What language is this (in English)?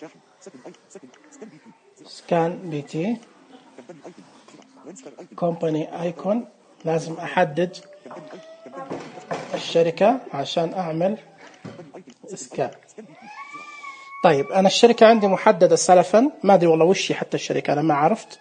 Najdi Arabic